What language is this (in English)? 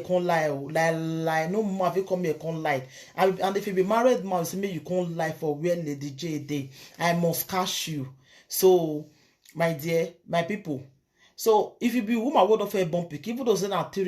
Nigerian Pidgin